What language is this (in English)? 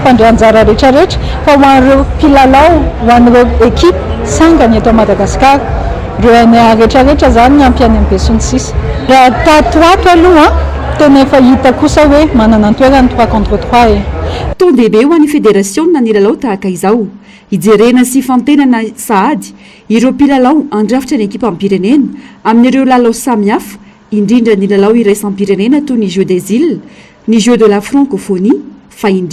Malagasy